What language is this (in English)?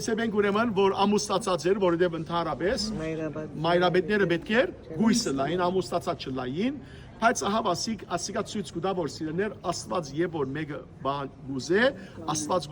Western Armenian